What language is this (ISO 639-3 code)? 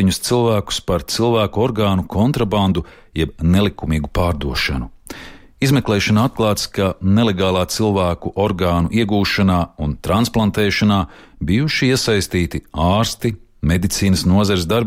lav